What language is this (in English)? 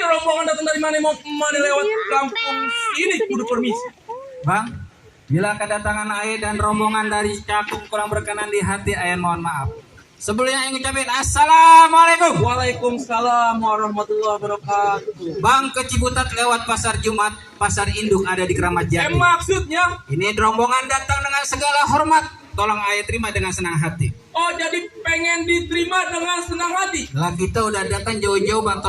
Betawi